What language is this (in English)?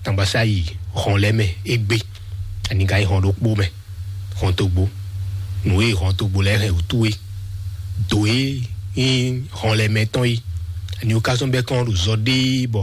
Fon